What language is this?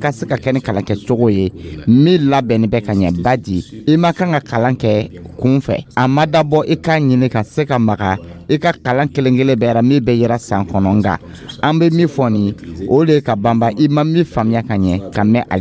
Dyula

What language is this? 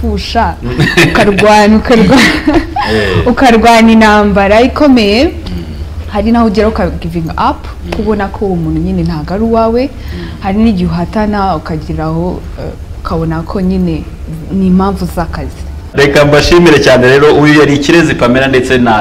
Kinyarwanda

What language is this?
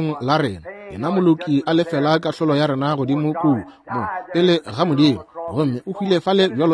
Northern Sotho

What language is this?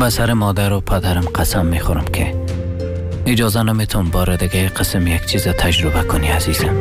Persian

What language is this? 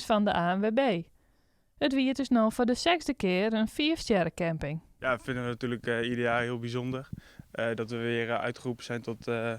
Western Frisian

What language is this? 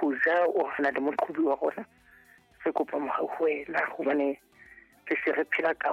Southern Sotho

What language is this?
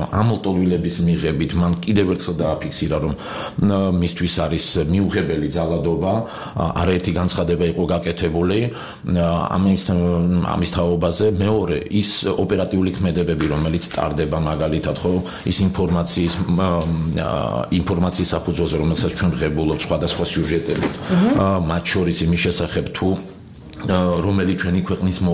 Georgian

